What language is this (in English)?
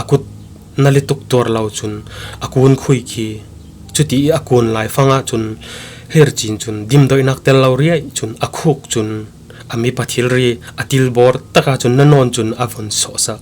Falam Chin